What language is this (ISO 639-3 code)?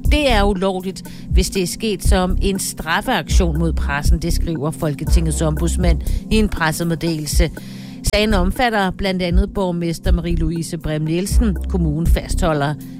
dan